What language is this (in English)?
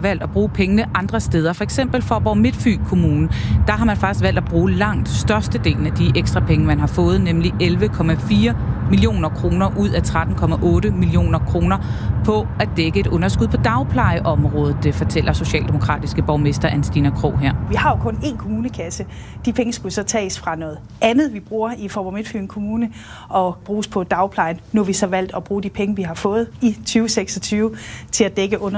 Danish